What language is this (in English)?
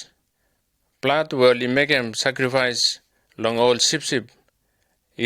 Bislama